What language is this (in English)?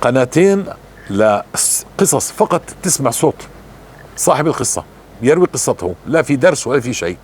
North Levantine Arabic